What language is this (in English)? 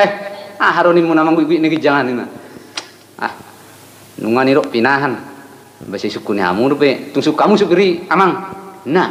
Batak Toba